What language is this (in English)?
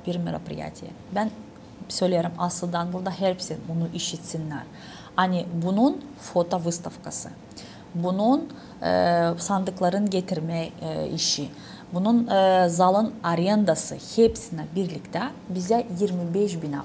Gagauz